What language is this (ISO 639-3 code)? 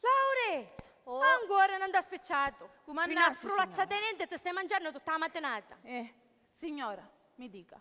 scn